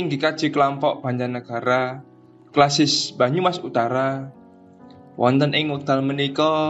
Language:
Javanese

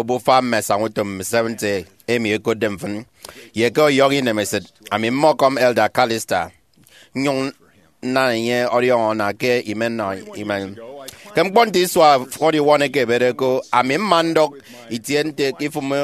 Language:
Efik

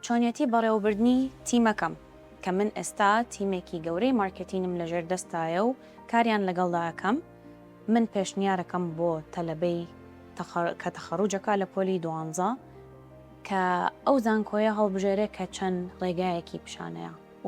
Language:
Central Kurdish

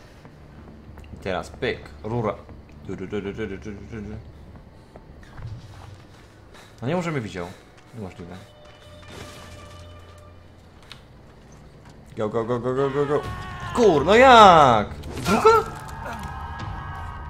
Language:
Polish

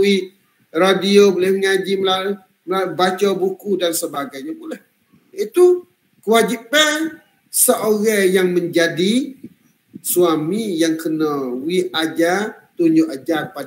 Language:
Malay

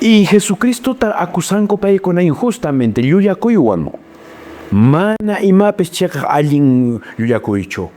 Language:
Quechua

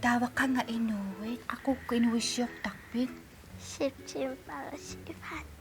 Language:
Kalaallisut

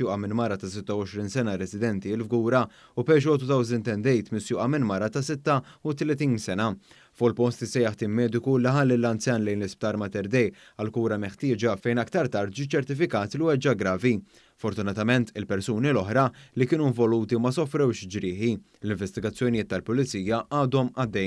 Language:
Maltese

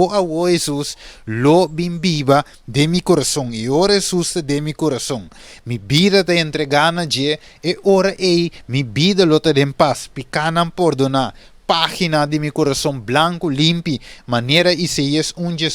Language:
Papiamento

